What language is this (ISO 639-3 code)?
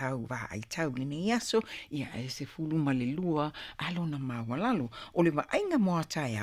smo